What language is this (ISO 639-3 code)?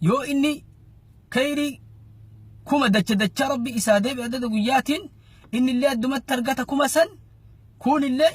orm